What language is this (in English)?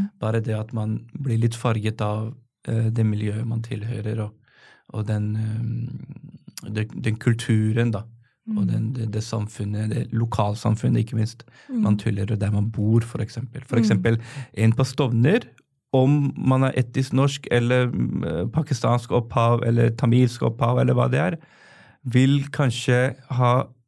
Norwegian